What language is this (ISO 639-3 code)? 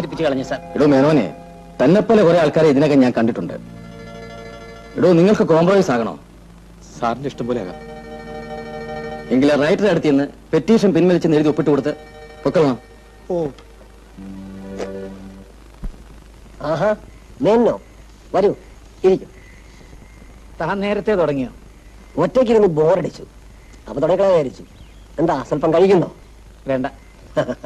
mal